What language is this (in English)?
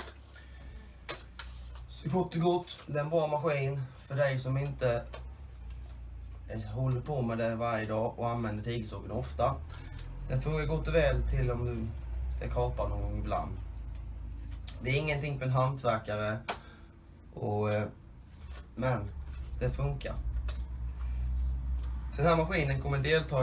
Swedish